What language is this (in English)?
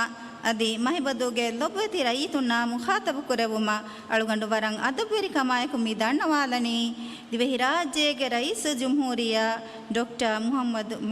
Divehi